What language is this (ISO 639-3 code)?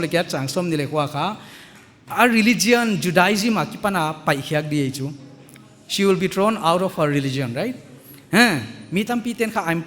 pck